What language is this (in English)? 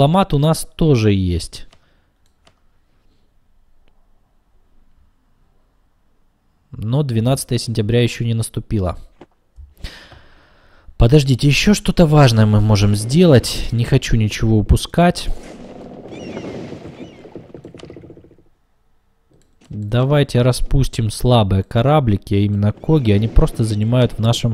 Russian